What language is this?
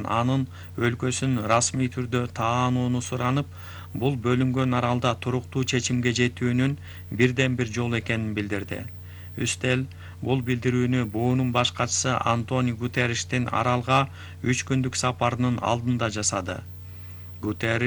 Kyrgyz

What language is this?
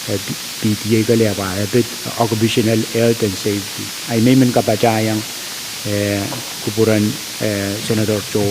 Pohnpeian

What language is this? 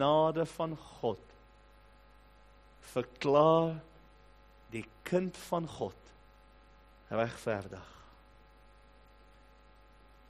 Afrikaans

